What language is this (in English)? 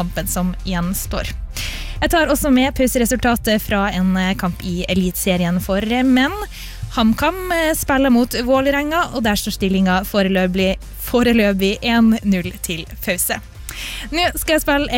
Norwegian